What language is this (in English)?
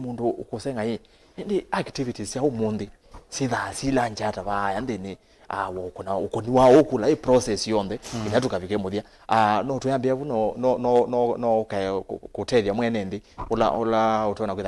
Kamba